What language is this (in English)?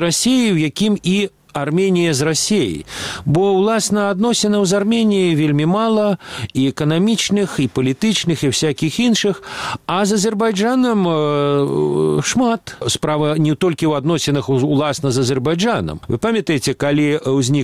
Belarusian